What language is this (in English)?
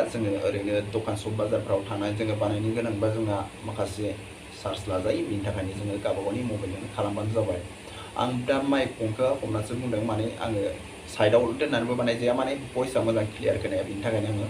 Bodo